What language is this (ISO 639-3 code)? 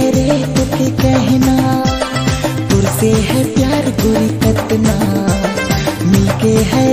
sck